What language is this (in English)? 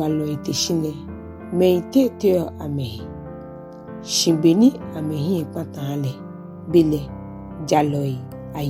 Ga